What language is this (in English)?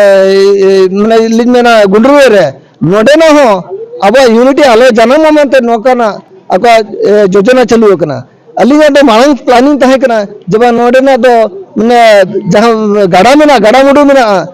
Santali